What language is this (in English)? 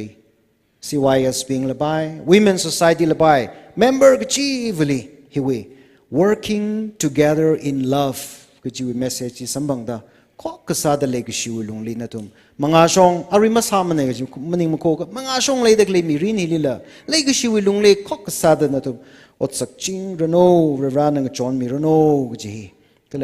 Tangkhul Naga (India)